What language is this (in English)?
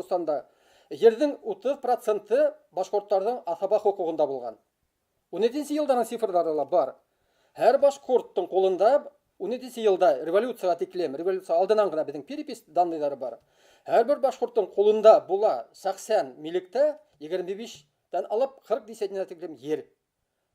Bashkir